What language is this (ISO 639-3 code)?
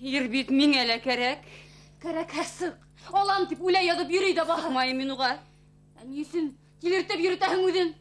bak